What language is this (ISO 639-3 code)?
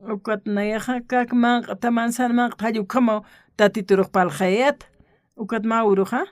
aym